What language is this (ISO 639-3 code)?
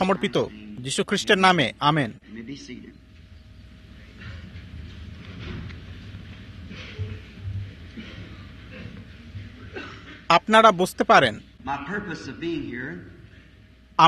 ben